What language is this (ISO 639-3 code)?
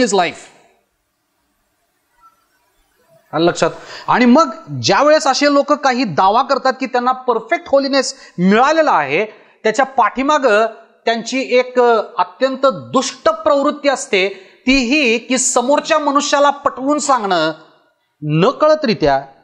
mar